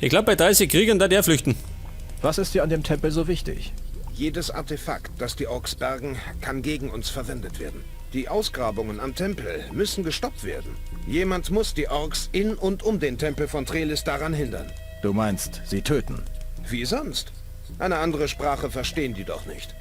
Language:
Bavarian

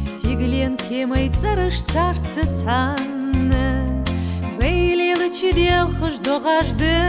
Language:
Ingush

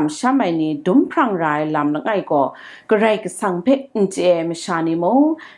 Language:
Kachin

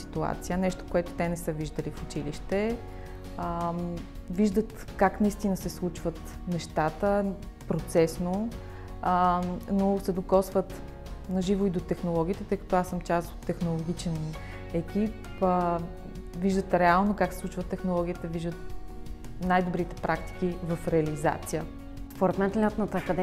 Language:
Bulgarian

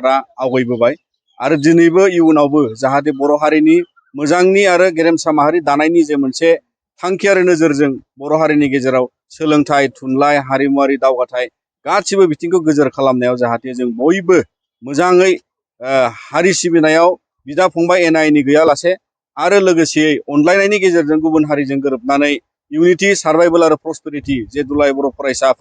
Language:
Bodo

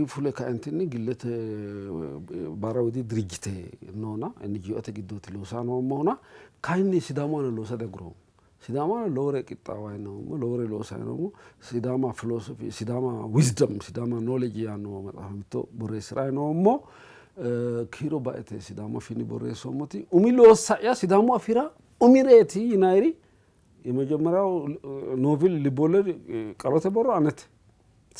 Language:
Sidamo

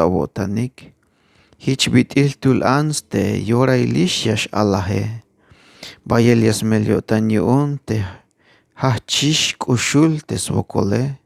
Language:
Tzeltal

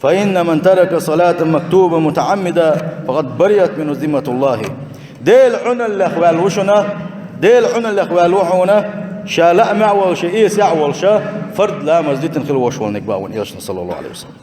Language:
Chechen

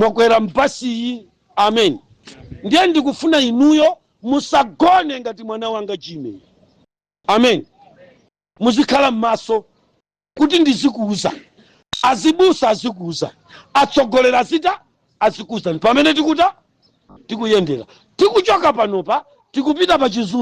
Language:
Nyanja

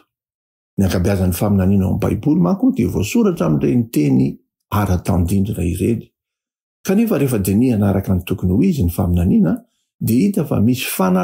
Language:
Malagasy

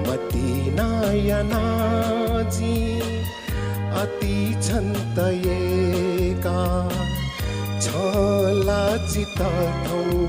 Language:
Newari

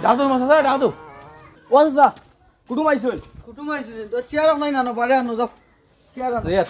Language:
Sylheti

